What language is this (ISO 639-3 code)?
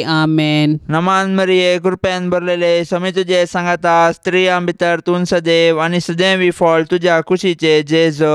kok